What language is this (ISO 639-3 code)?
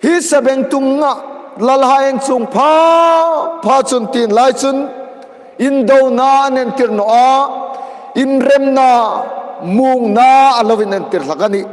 hmr